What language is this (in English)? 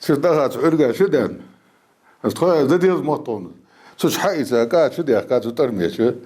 Ingush